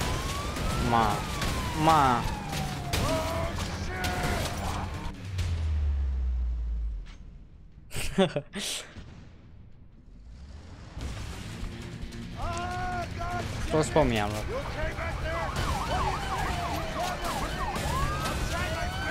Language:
Romanian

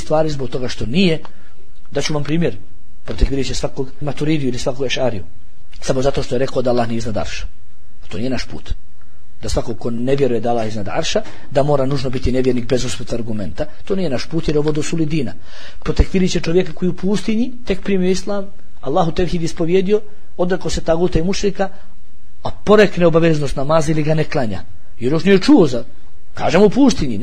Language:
Bosnian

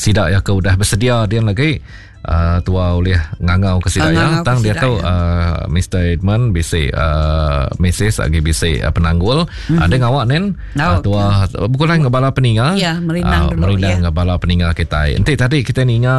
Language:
Iban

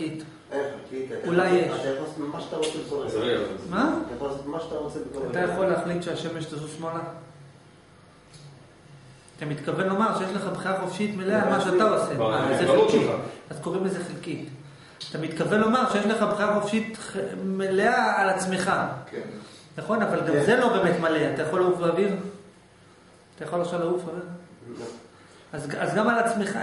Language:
Hebrew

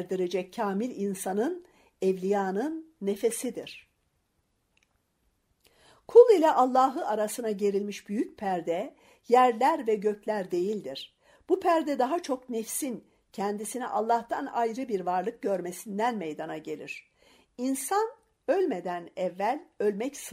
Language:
Turkish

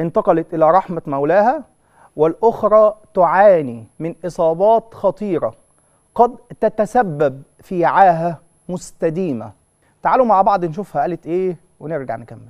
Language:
Egyptian Arabic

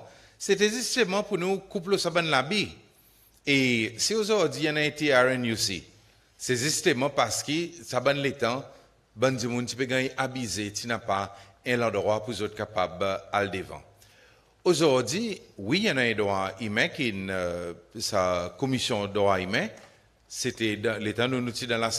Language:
Seselwa Creole French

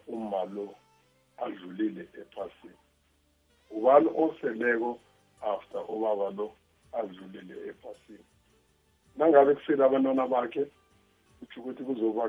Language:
South Ndebele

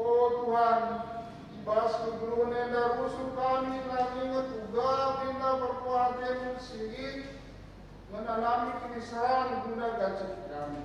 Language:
Batak Karo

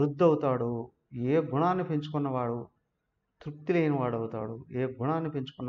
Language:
Telugu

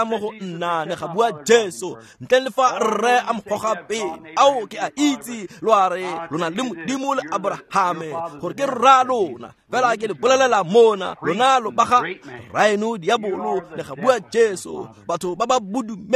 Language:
Tswana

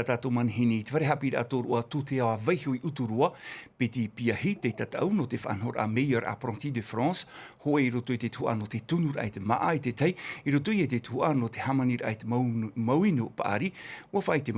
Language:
Tahitian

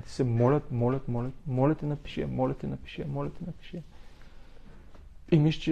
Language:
Bulgarian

